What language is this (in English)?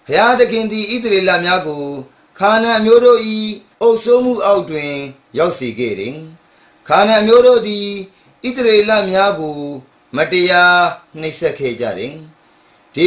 Burmese